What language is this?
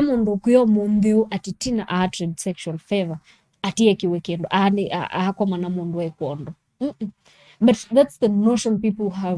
Kamba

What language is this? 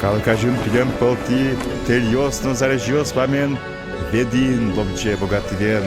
Udmurt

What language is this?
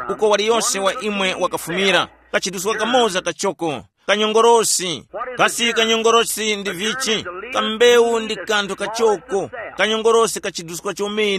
Tumbuka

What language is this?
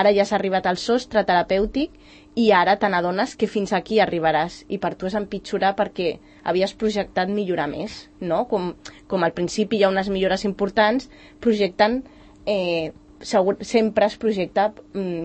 Catalan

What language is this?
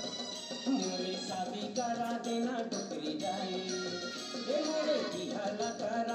Chhattisgarhi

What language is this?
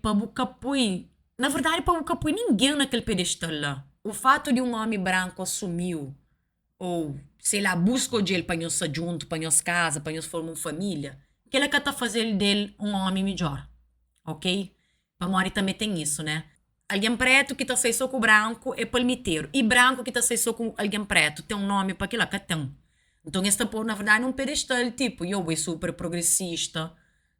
Kabuverdianu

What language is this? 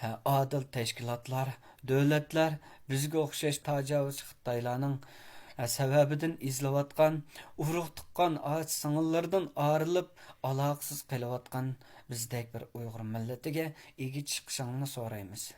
Uyghur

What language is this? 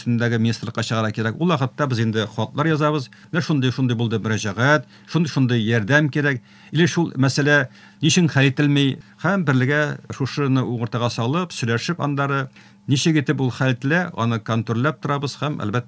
Tatar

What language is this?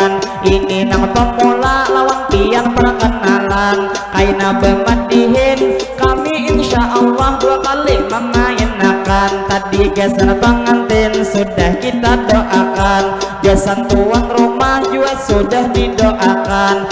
Banjar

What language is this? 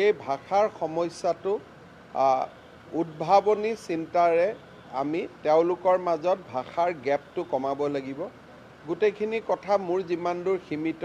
Assamese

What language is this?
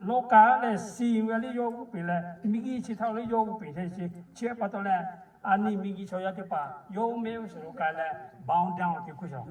Lahu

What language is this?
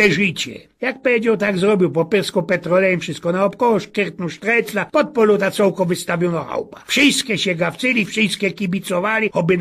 Silesian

